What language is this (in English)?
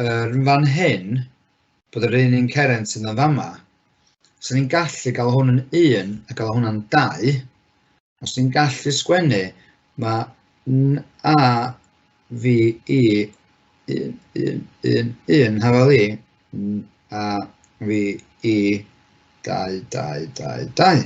Welsh